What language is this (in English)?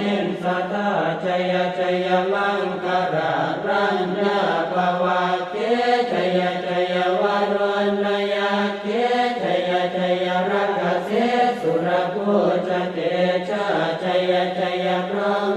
Pali